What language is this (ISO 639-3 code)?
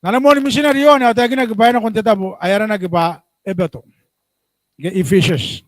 gil